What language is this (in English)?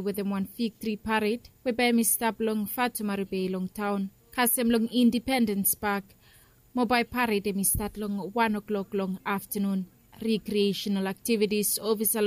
Bislama